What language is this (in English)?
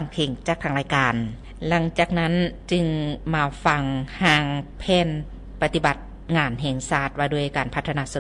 Lao